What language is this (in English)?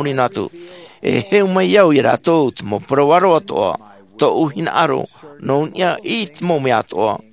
Tahitian